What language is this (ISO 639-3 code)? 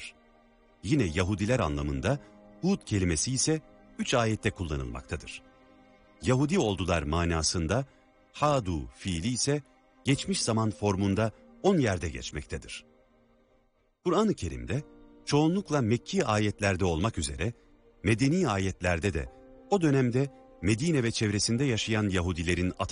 tur